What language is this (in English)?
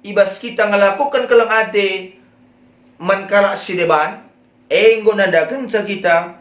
Batak Karo